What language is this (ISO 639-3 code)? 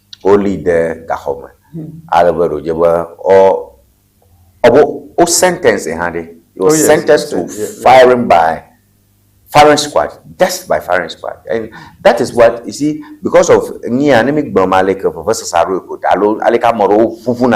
ewe